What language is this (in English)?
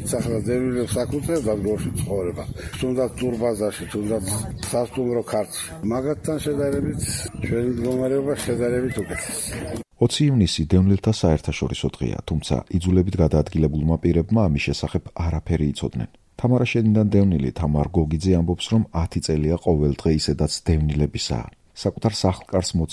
Georgian